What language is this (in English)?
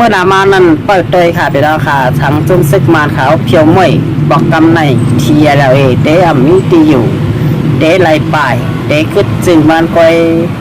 Shan